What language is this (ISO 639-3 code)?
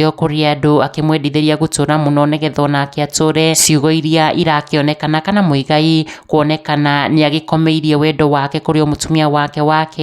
kik